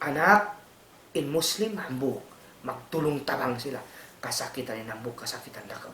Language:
Tausug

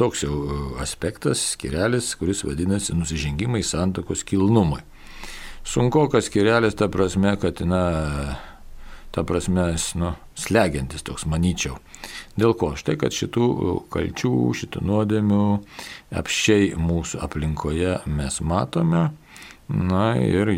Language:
Lithuanian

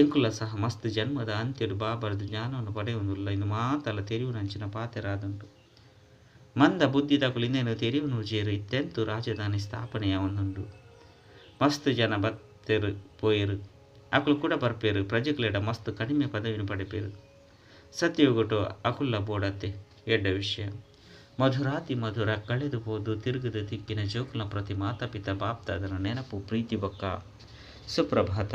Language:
Tulu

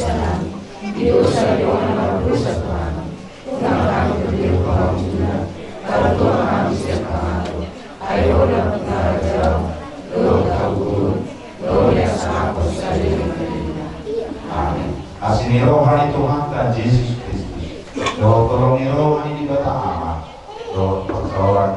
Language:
Batak Toba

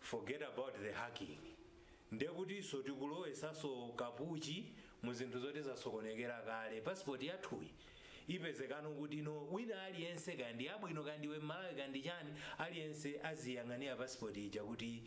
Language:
Nyanja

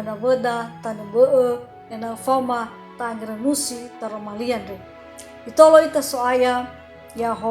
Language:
Nias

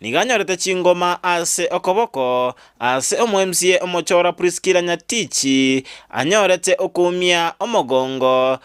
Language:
Gusii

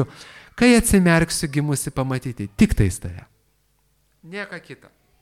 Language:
Lithuanian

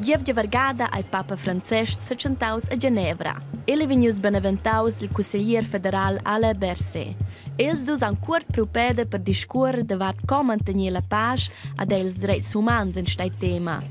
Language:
Romansh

